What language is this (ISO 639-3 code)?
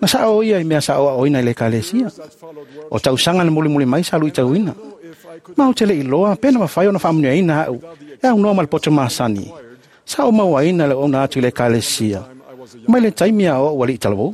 smo